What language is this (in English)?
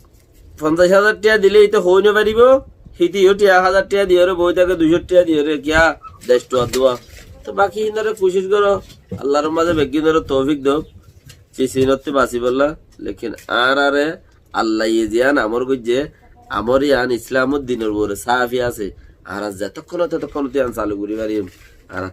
Rohingya